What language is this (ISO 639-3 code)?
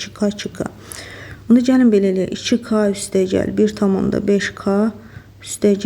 aze